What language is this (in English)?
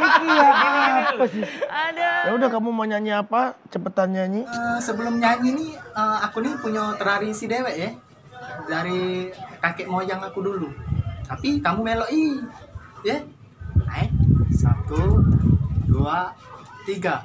Musi